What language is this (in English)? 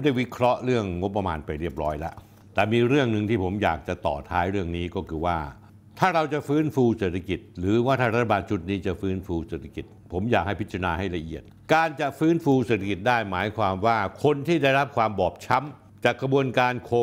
Thai